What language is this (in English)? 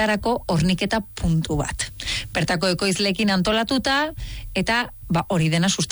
Basque